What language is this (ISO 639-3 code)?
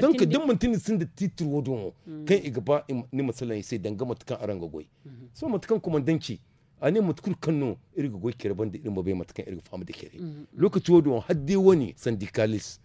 dje